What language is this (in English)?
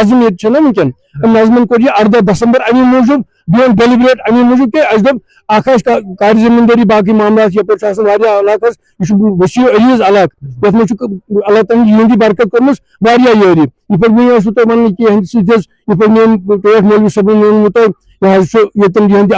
Kashmiri